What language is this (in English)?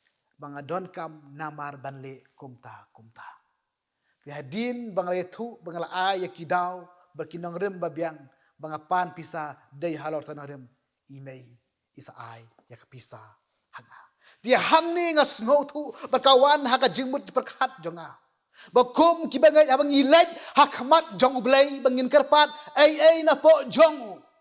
Khasi